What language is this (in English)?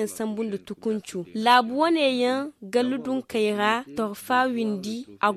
Zarma